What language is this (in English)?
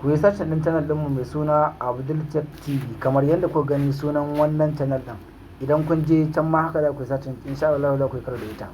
Hausa